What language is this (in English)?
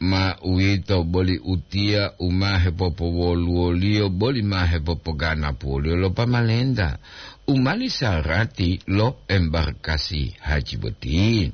Gorontalo